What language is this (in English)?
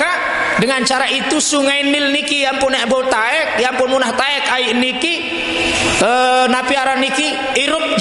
Sasak